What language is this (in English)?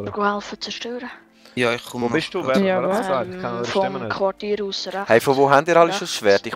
Swiss German